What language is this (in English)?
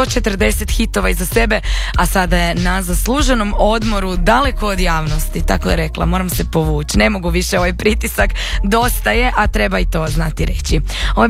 Croatian